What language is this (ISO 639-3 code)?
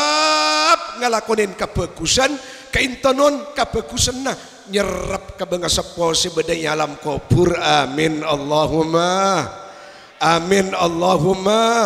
mad